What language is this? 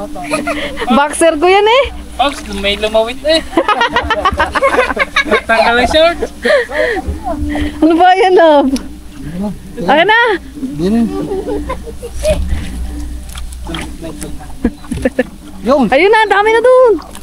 Filipino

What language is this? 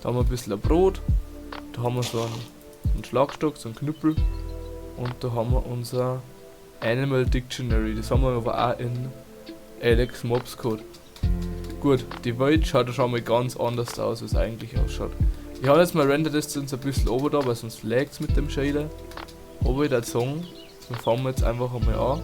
Bavarian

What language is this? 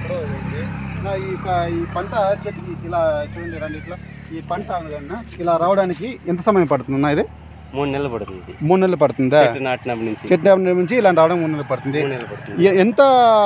Telugu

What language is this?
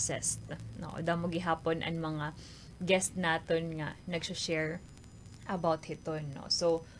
Waray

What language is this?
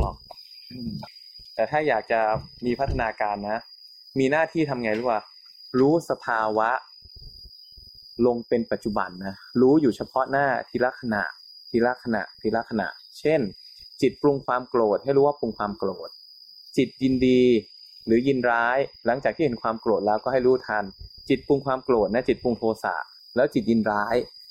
Thai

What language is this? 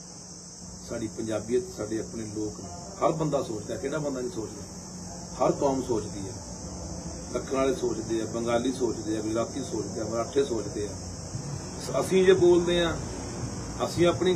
Punjabi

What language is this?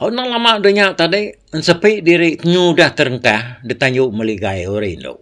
Iban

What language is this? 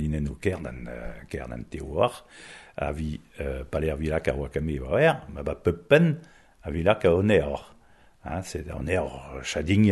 Breton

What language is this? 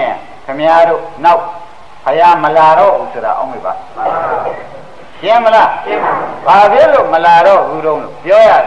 Burmese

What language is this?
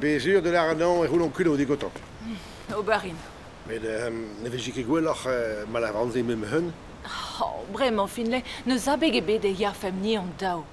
Breton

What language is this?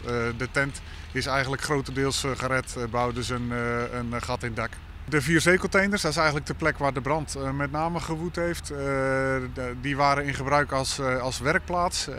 Dutch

